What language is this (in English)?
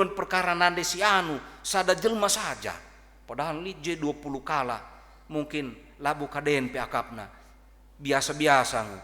Batak Karo